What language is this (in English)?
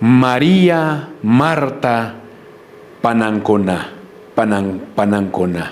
Quechua